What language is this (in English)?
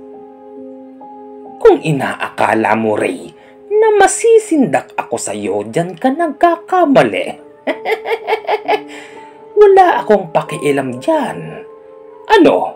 Filipino